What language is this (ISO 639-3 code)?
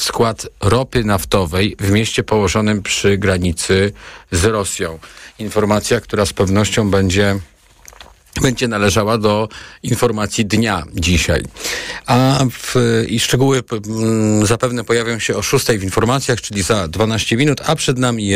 pol